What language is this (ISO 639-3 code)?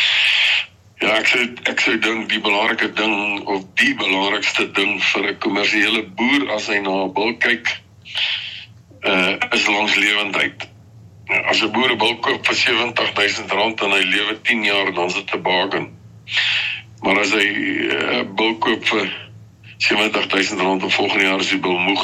afr